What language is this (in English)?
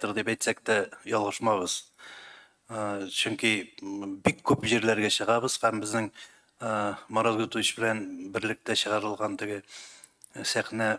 Tatar